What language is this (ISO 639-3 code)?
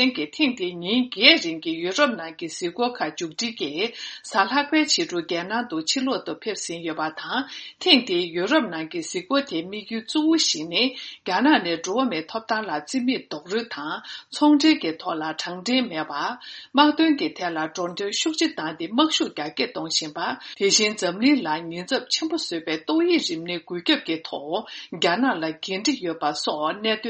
bod